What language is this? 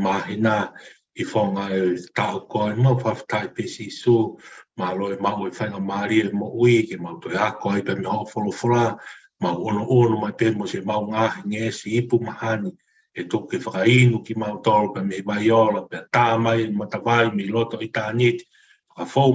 Tongan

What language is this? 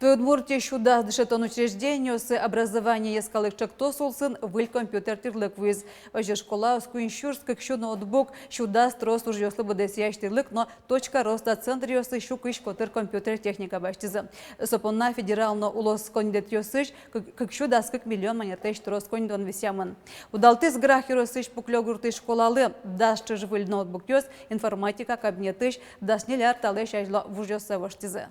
Udmurt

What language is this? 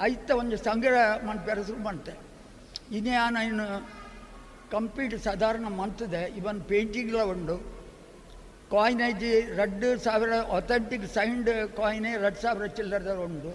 Tulu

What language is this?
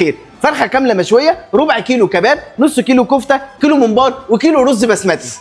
Egyptian Arabic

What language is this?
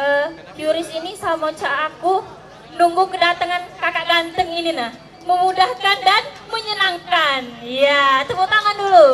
Musi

